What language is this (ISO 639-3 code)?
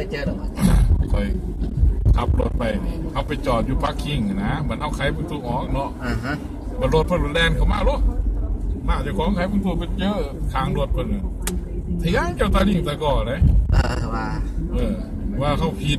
lao